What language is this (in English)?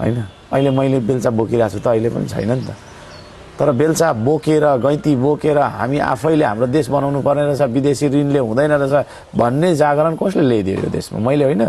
Nepali